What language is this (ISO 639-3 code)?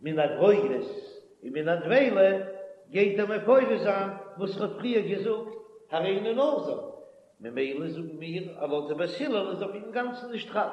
yid